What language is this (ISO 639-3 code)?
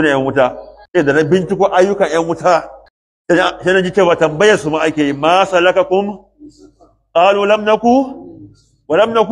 hau